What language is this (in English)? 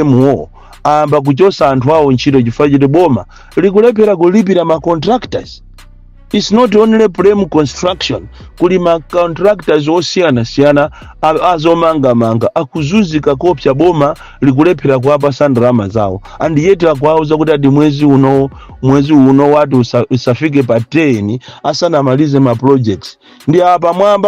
Nyanja